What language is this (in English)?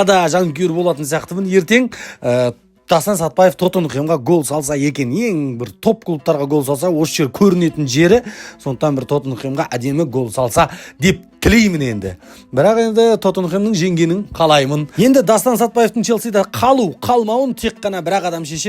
Kazakh